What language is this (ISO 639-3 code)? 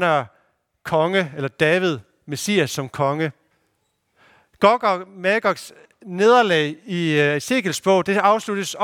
dan